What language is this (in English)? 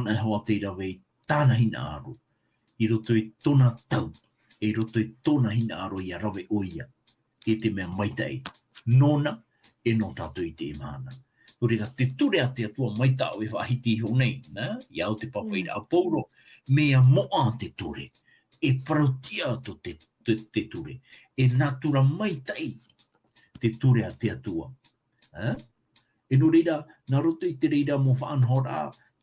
Tahitian